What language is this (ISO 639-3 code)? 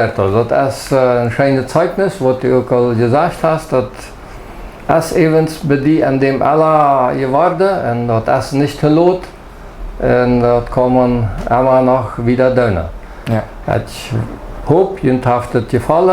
pdt